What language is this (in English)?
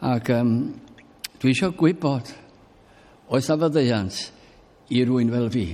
Welsh